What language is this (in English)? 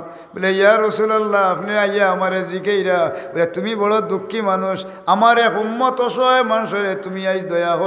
Sylheti